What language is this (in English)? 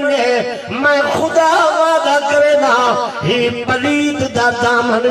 Saraiki